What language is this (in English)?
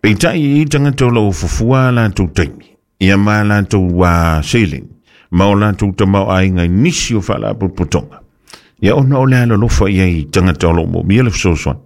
Samoan